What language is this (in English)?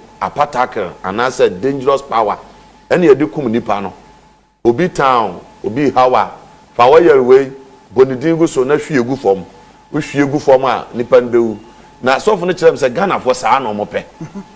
Akan